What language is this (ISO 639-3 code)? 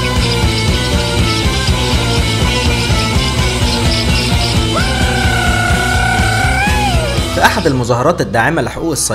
ara